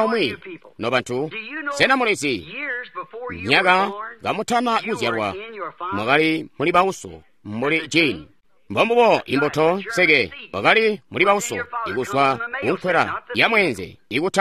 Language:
Tonga (Zambia)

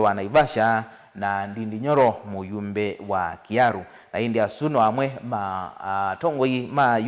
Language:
Kamba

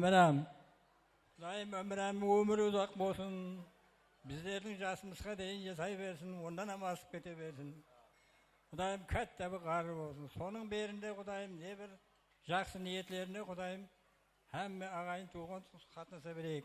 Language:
Kara-Kalpak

